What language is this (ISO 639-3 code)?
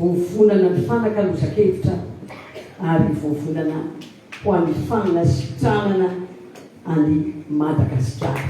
mlg